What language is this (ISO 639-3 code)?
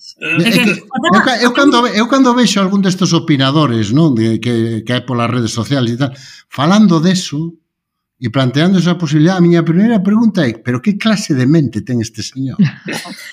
glg